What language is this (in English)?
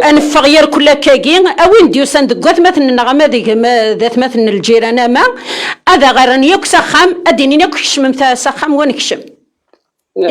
Kabyle